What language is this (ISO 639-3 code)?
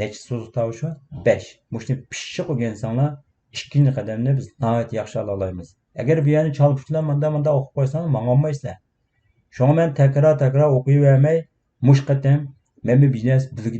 uig